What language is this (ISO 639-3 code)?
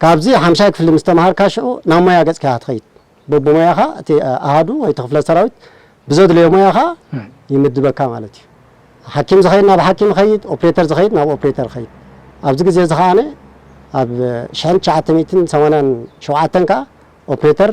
tir